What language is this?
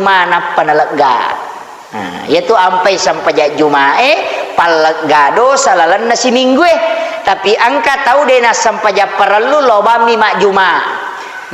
Buginese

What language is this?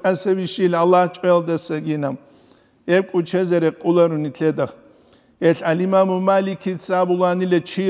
Avaric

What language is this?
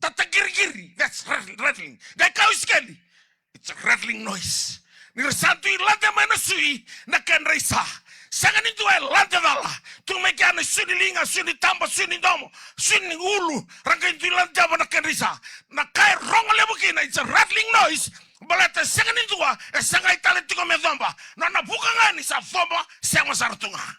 Fijian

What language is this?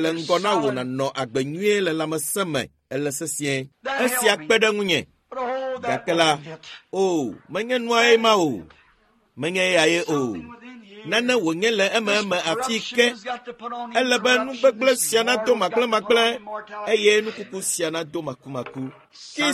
Ewe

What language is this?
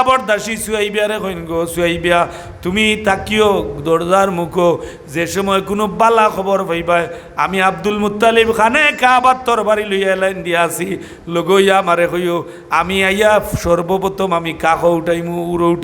Sylheti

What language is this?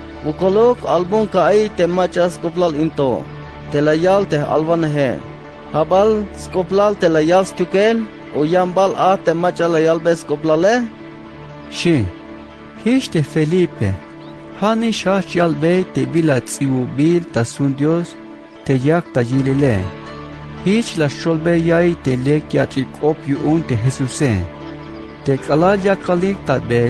Tzeltal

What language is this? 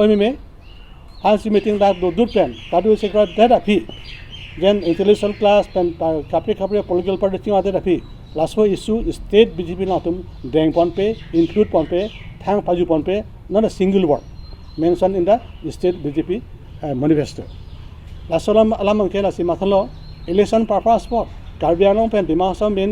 Karbi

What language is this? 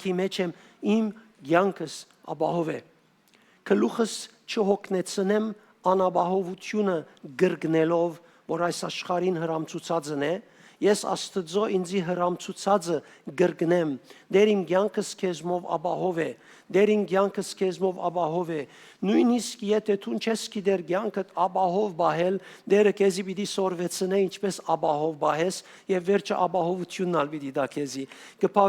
Western Armenian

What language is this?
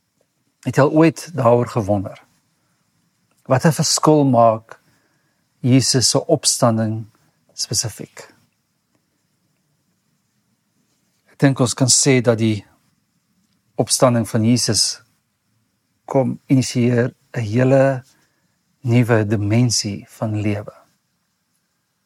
Afrikaans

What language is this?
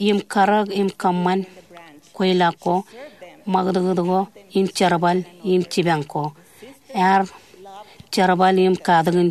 Marshallese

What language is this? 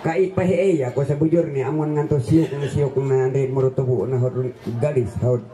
Ma'anyan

